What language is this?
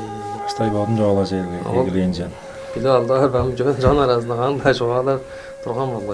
Tuvinian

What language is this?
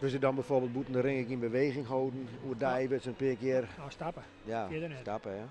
Western Frisian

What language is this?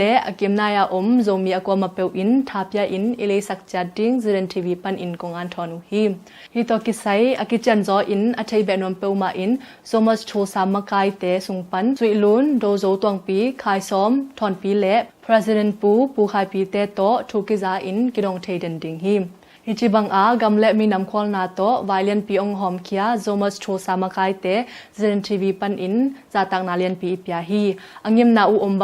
Tedim Chin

